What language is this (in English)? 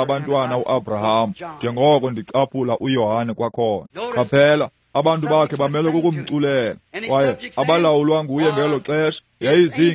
Xhosa